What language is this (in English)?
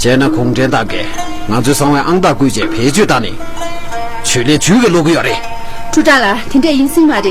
Tibetan